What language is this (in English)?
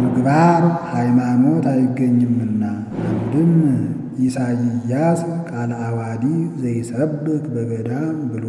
Amharic